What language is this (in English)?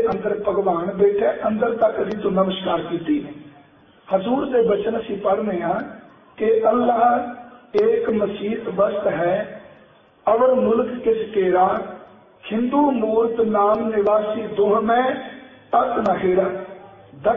Punjabi